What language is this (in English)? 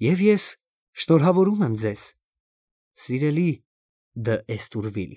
Armenian